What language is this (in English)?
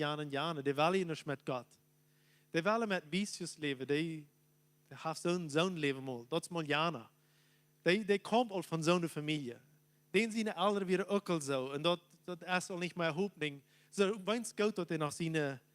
Plautdietsch